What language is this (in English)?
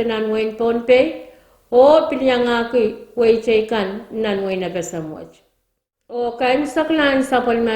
Pohnpeian